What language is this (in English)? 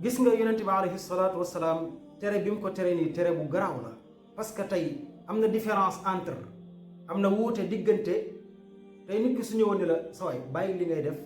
Wolof